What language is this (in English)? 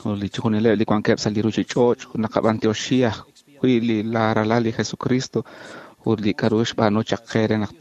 Kekchí